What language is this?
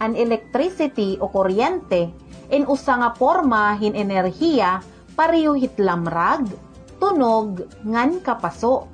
Waray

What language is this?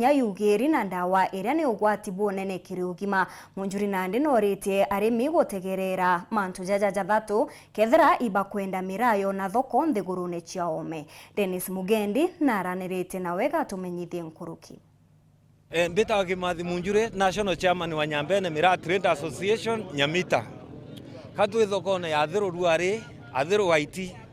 Meru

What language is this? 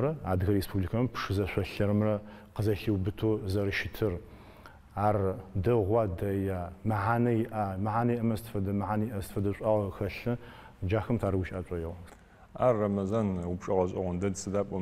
Adyghe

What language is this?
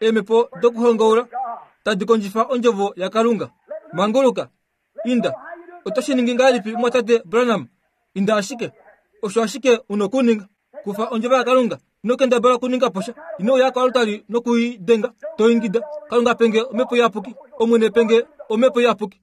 Kuanyama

